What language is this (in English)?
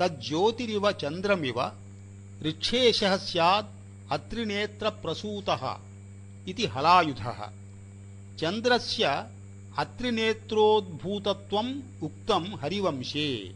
Sanskrit